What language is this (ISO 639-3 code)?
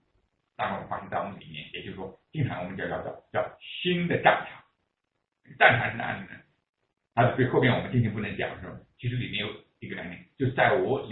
zho